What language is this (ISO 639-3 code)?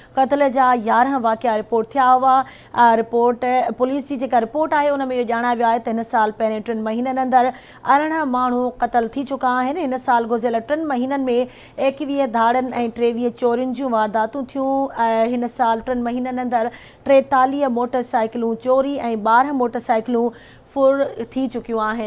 snd